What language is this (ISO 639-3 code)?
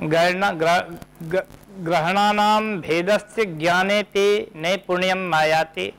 san